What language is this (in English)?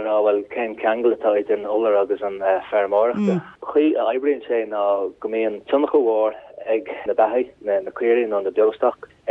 Irish